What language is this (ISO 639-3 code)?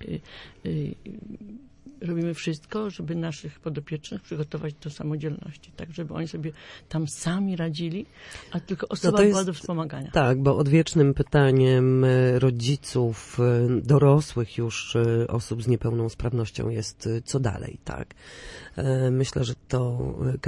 pol